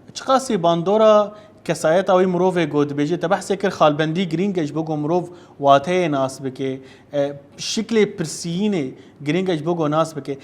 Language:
Kurdish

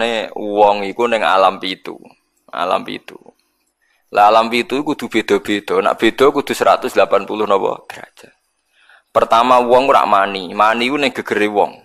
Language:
Javanese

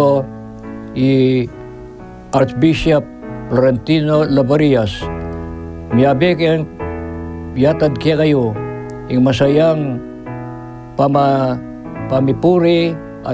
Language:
Pampanga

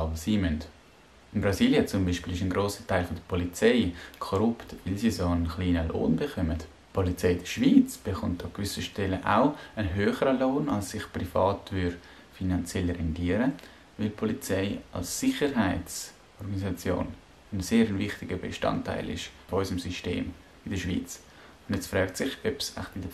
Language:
Swiss German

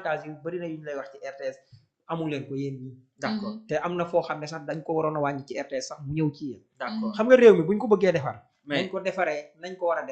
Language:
Wolof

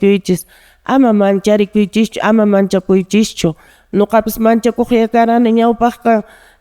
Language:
Quechua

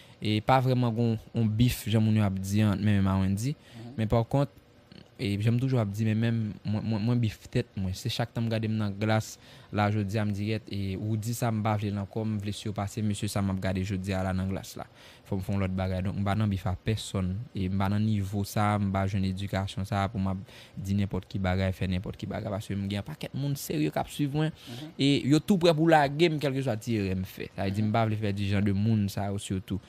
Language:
Haitian Creole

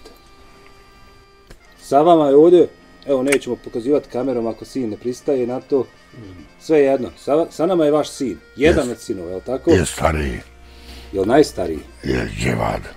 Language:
Bosnian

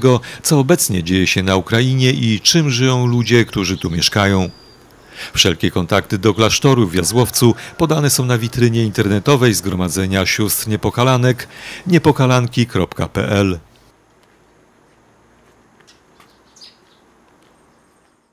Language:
Polish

